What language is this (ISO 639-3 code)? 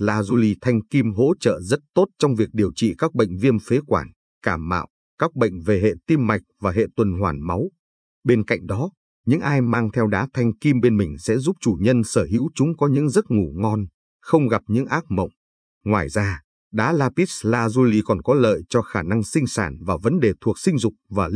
vie